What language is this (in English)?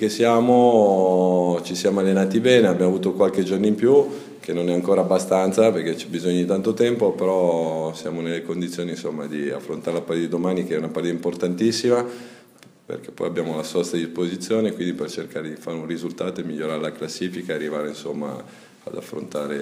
Italian